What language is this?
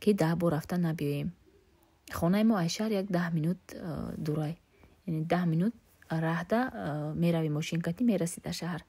Tajik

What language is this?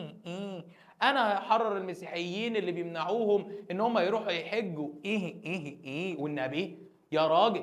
Egyptian Arabic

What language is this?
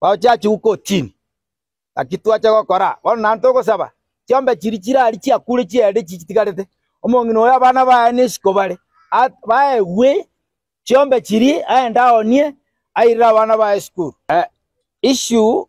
Gusii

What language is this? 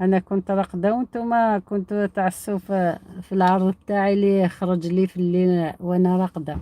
Algerian Arabic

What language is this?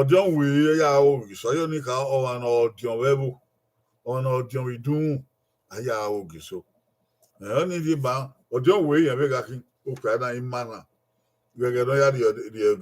Bini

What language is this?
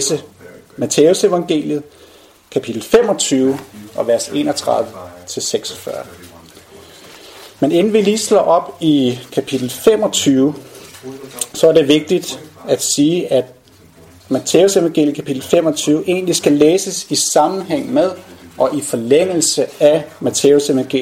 Danish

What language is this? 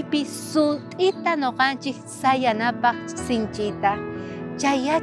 South Bolivian Quechua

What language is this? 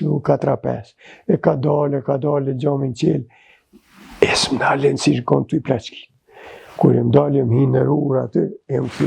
Albanian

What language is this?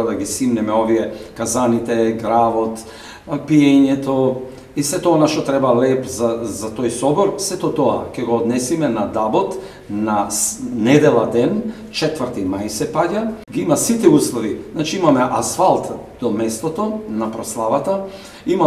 Macedonian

